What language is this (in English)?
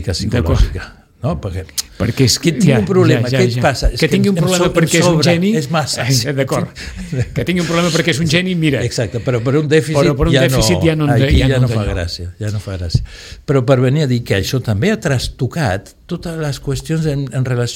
Catalan